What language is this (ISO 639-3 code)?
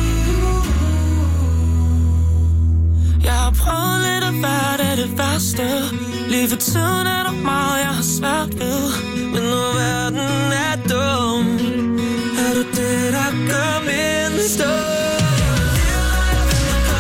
dan